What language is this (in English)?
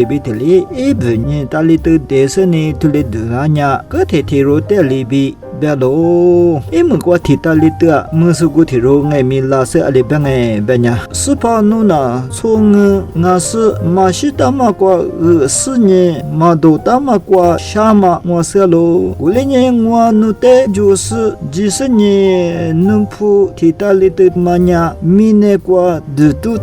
Lisu